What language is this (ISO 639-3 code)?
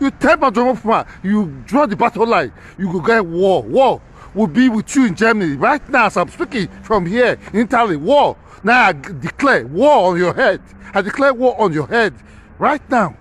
pcm